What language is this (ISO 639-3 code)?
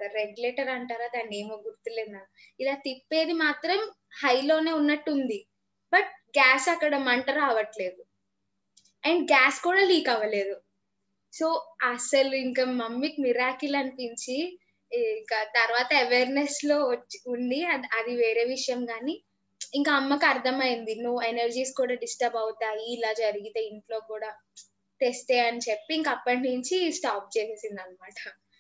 tel